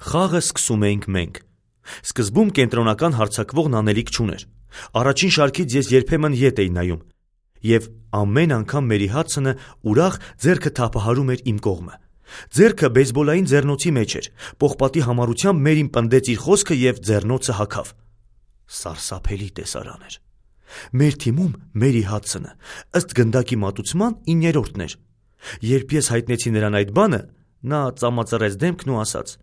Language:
Armenian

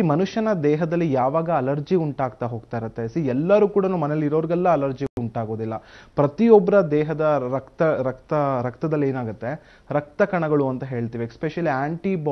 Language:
Kannada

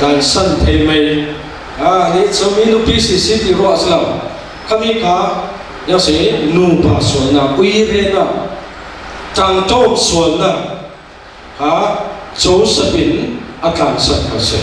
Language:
Falam Chin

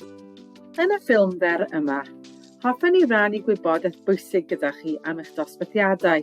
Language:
Welsh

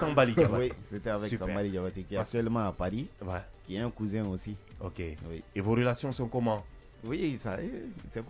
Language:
French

